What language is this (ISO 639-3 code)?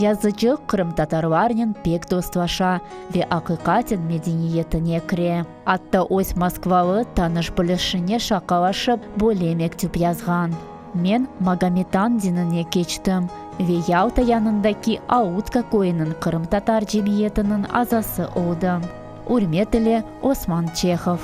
crh